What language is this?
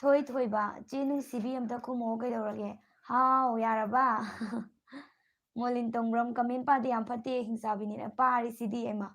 Manipuri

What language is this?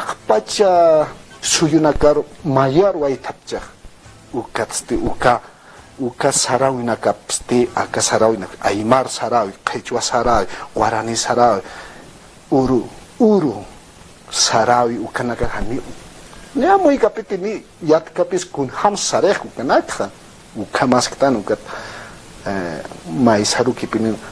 Aymara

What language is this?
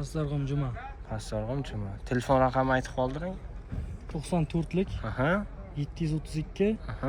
Uzbek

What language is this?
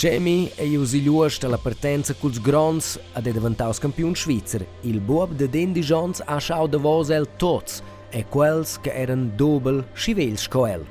Romansh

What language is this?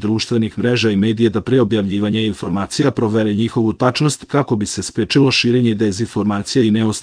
Serbian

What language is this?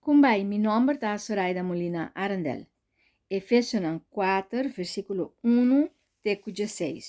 Papiamento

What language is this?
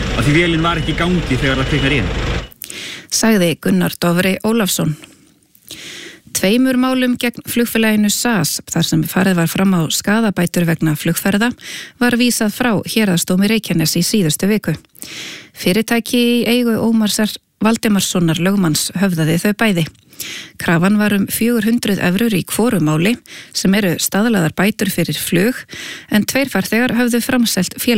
Icelandic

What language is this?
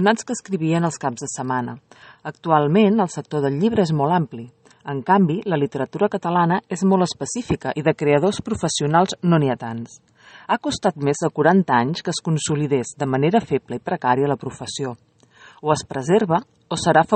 Catalan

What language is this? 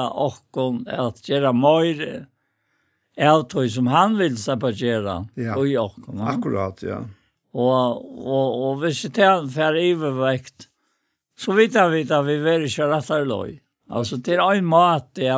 Faroese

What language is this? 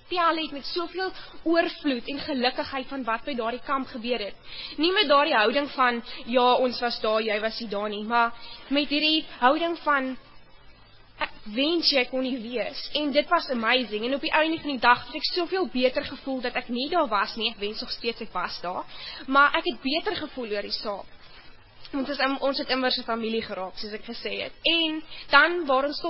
Afrikaans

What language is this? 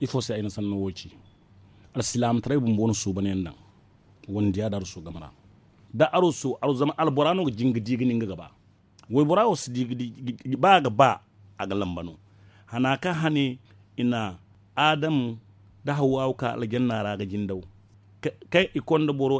Zarma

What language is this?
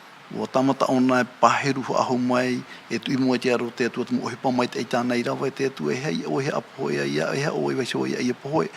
Tahitian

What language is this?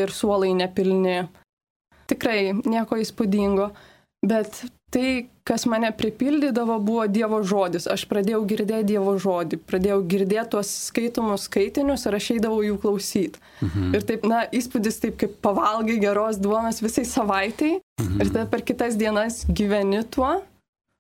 Lithuanian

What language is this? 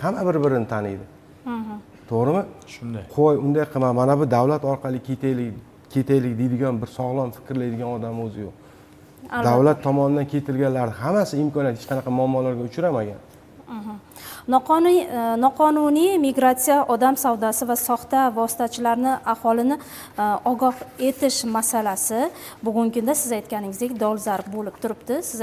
Uzbek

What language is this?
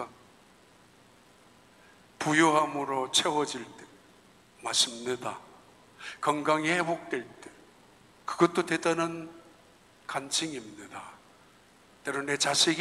Korean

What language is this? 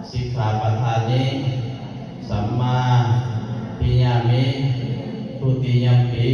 Pali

